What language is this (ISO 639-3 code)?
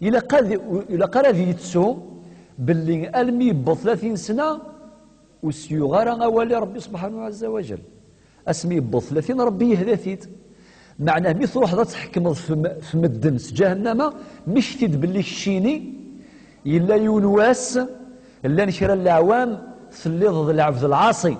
kab